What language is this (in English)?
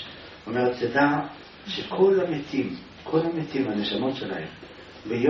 Hebrew